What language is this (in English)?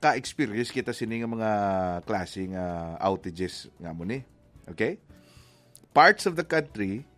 Hiligaynon